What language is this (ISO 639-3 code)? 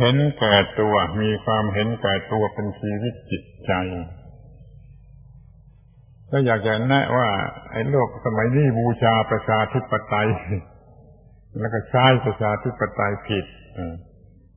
tha